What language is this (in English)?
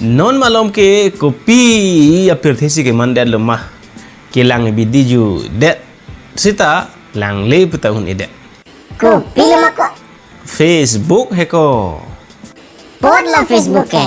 Karbi